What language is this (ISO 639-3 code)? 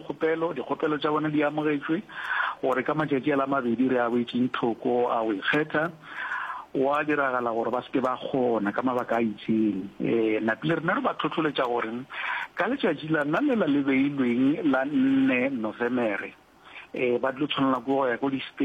nso